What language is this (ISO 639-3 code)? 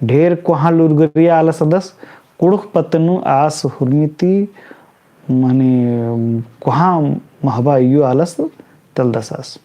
kru